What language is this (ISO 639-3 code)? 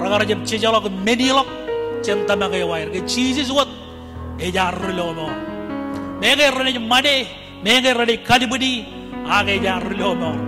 mah